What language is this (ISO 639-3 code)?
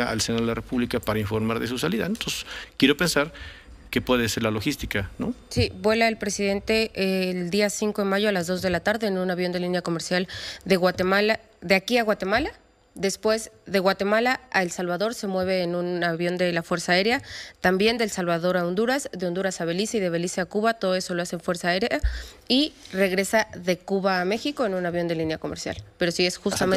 spa